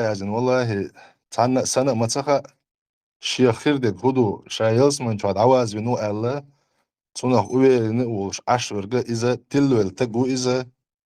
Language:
Chechen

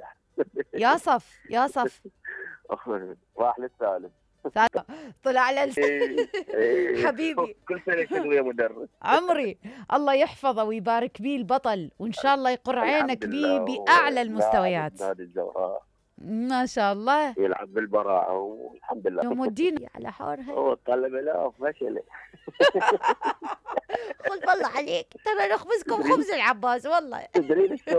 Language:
Mesopotamian Arabic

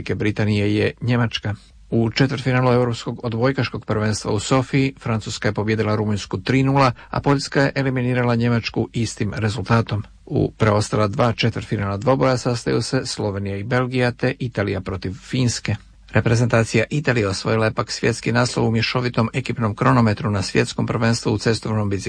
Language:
Croatian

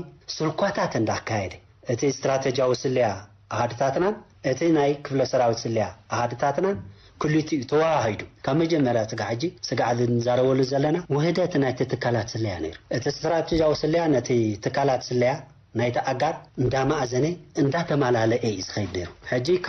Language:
Tigrinya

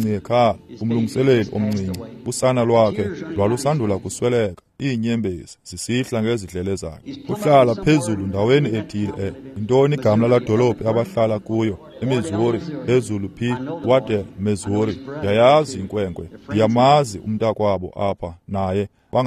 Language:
Xhosa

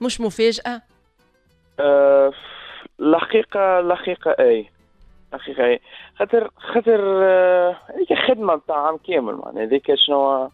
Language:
Tunisian Arabic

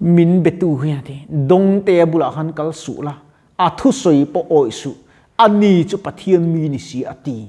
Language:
Mizo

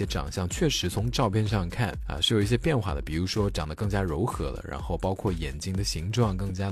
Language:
Chinese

